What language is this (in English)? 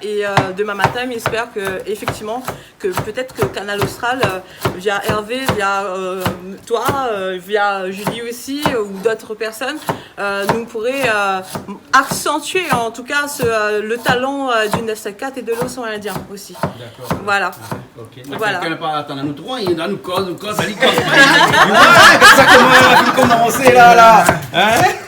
Réunion Creole French